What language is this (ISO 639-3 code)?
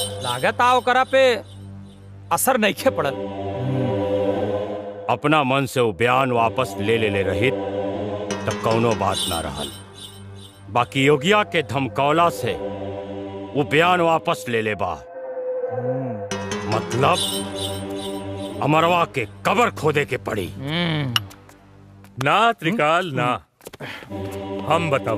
bho